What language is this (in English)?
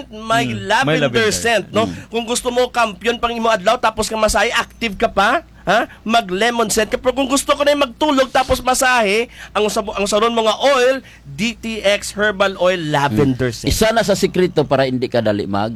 Kinaray-a